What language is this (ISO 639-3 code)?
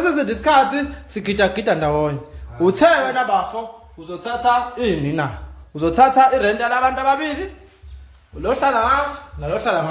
zul